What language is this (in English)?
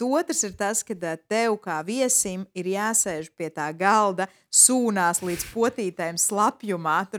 Latvian